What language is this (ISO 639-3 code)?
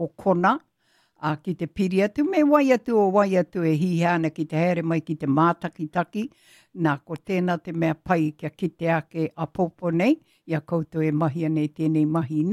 mri